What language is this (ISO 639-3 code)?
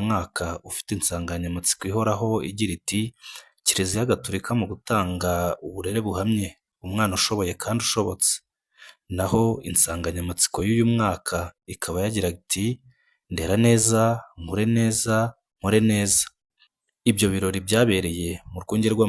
kin